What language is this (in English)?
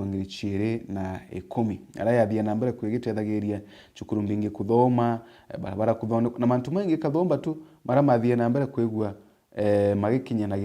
Meru